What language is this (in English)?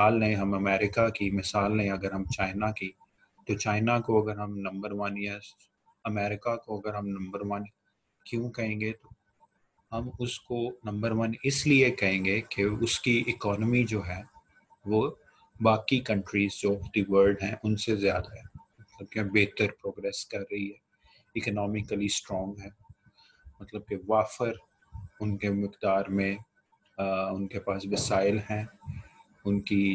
Urdu